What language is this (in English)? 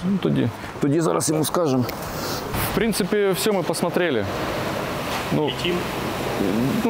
Ukrainian